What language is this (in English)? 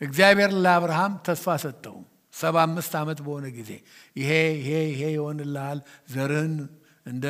Amharic